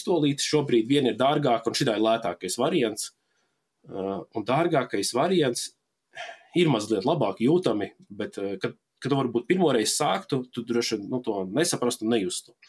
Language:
Latvian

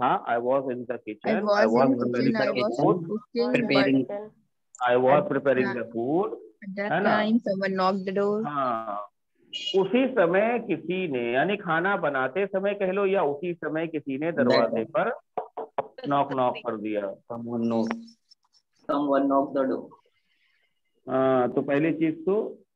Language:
Hindi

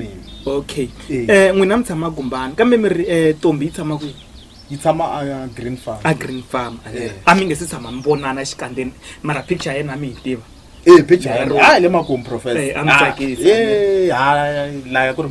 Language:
Tsonga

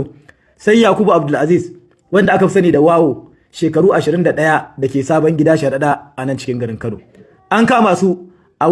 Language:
Hausa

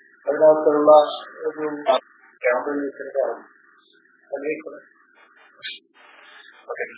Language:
Malayalam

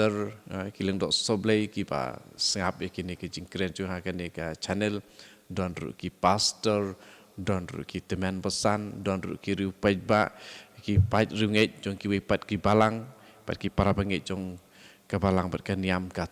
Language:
Khasi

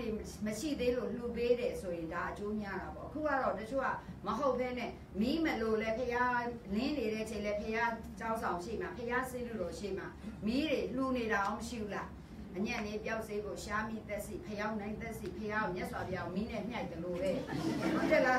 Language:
Burmese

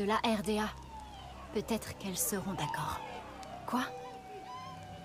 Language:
French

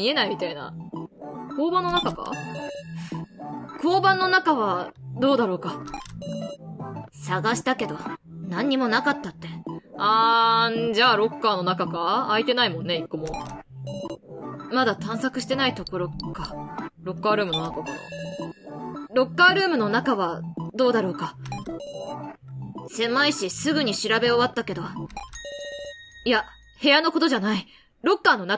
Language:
Japanese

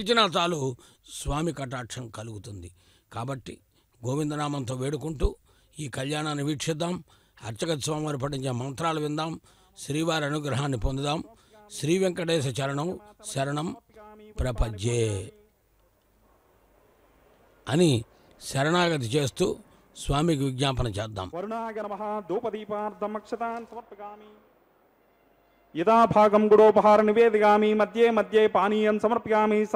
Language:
Telugu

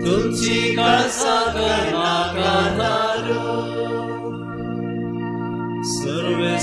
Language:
Konkani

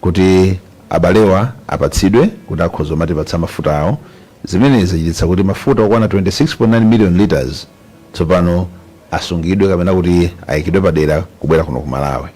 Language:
Nyanja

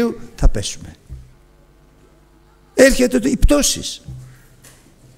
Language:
Greek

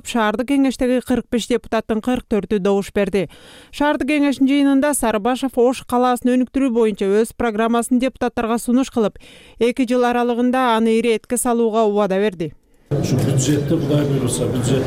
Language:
Kyrgyz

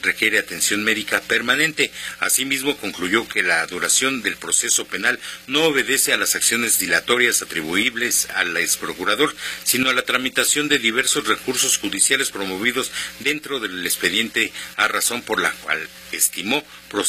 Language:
Spanish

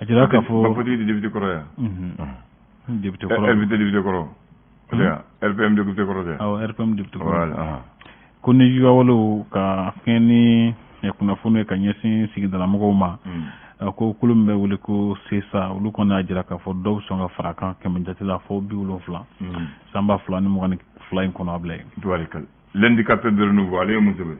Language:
Bambara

